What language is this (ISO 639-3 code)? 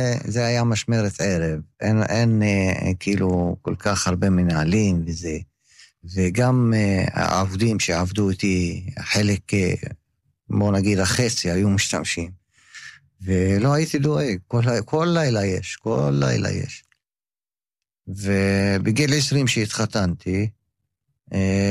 heb